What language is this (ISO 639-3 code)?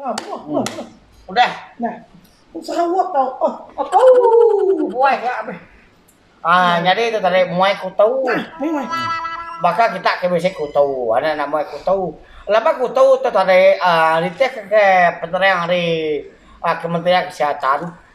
iba